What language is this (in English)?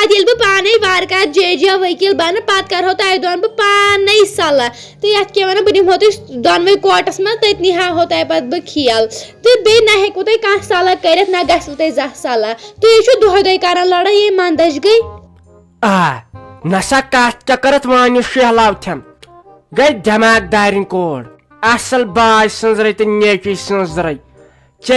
Kashmiri